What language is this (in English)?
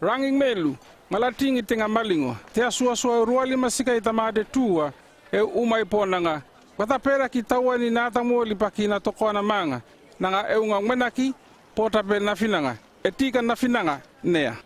North Efate